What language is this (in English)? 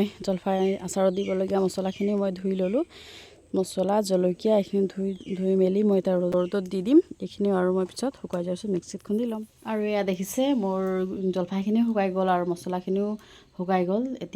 Assamese